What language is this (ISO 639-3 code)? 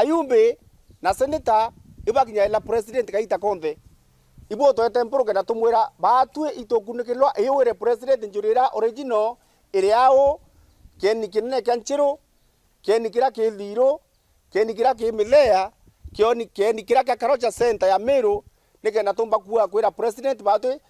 mer